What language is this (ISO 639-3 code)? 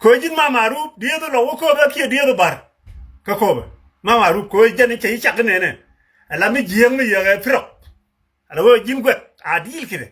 nus